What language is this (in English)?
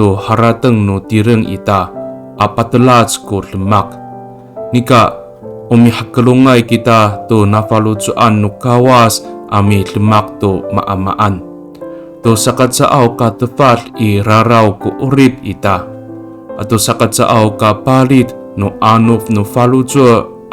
Amis